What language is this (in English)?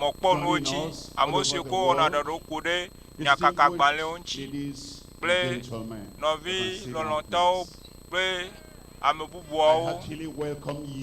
Ewe